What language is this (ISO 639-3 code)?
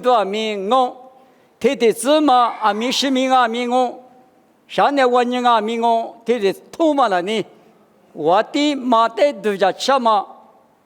lis